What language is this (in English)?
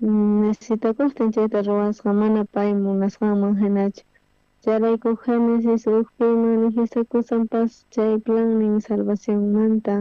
South Bolivian Quechua